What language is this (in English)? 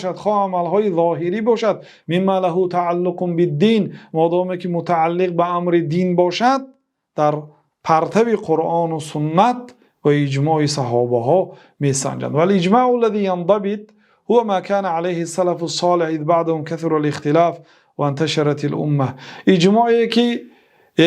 Tajik